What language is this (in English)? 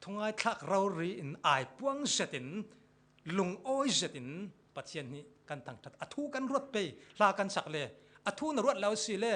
Falam Chin